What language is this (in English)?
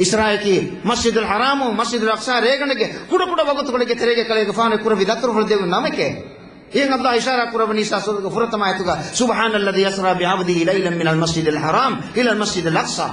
Divehi